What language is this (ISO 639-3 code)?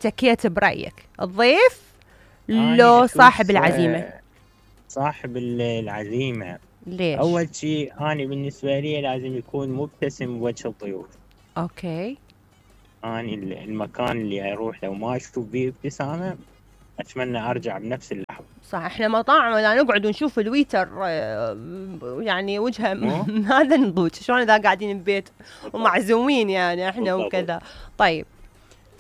acm